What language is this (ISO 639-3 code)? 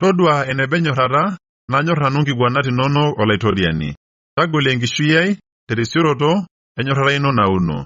mas